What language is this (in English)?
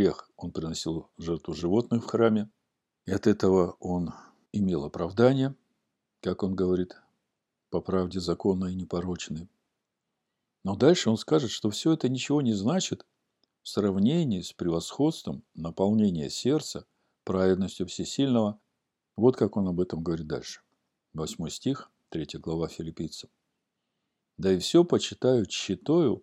Russian